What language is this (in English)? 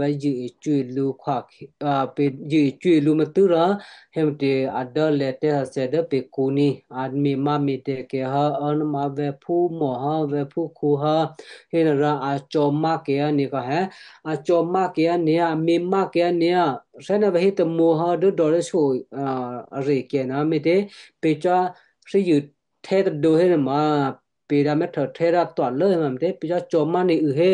Western Kayah